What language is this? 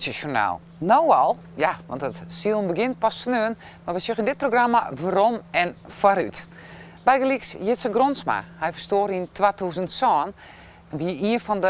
Western Frisian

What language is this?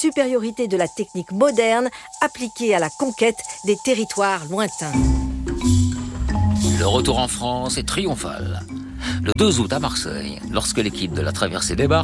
French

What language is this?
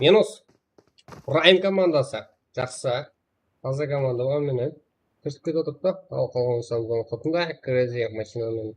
Kara-Kalpak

